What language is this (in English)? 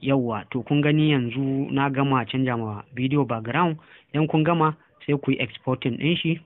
Hausa